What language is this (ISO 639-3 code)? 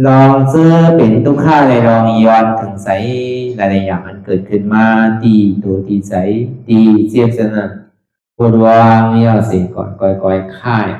shn